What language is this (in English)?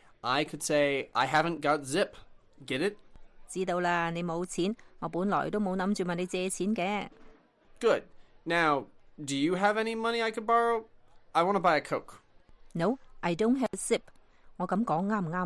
Cantonese